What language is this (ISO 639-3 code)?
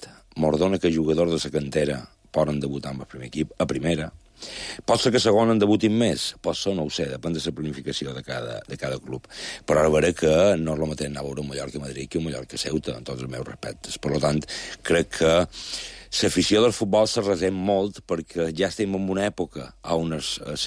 cat